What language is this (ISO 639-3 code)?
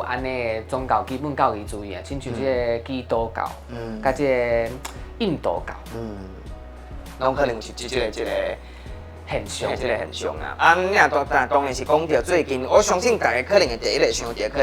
nan